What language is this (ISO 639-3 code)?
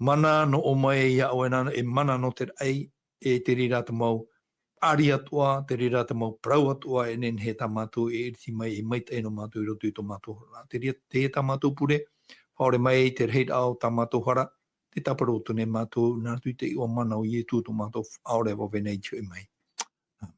tah